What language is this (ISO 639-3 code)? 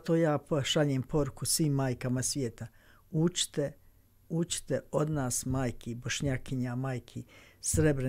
bos